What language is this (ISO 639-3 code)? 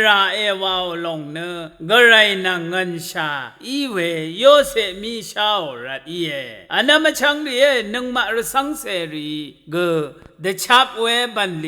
raw